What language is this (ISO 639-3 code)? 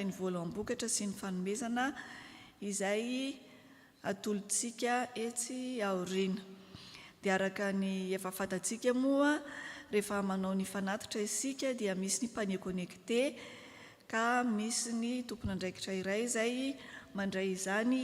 mlg